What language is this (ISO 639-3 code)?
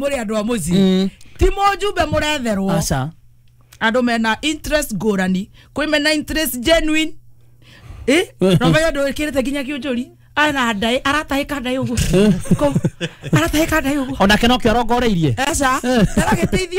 kik